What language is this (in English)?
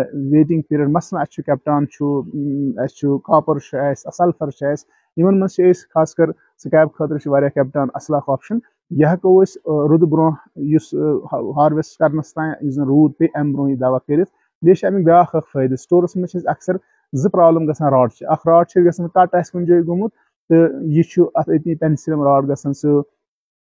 Kashmiri